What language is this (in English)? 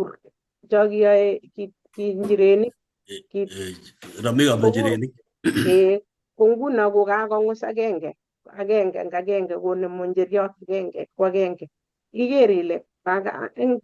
Kalenjin